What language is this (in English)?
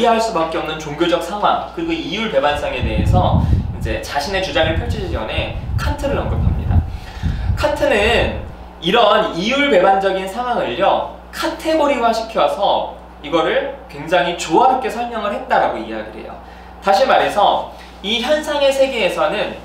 Korean